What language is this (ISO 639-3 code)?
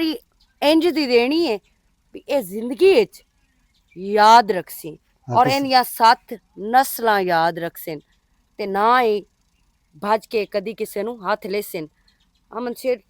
lah